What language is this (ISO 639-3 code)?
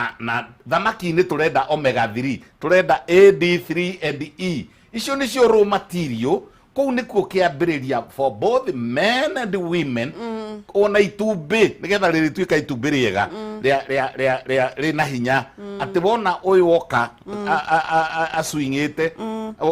kik